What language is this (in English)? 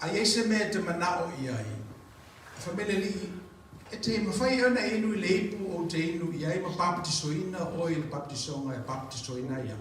Samoan